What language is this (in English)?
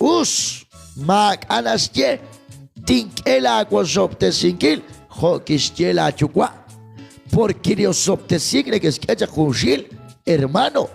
Kekchí